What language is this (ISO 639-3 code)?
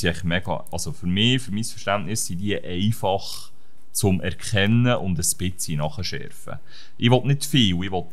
gsw